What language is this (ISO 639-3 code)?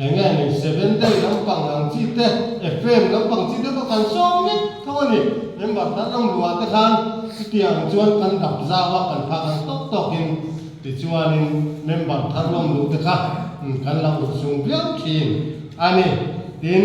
lus